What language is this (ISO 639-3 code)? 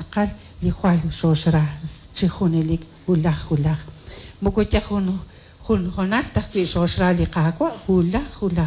kek